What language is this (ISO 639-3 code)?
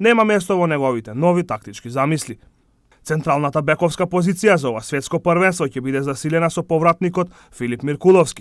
mkd